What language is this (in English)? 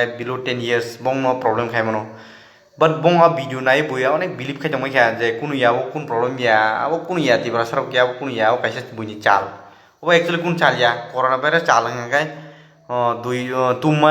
Kok Borok